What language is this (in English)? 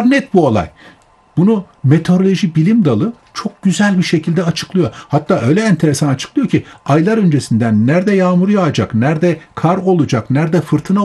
Turkish